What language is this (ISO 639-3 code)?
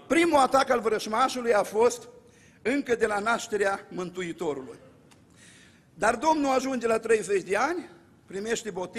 ron